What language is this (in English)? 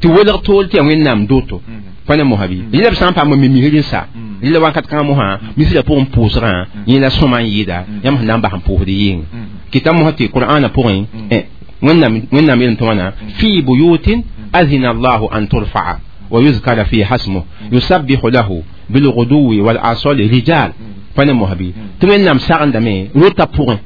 Mossi